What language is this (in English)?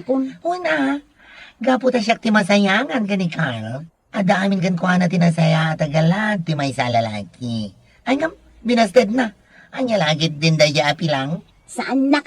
Iloko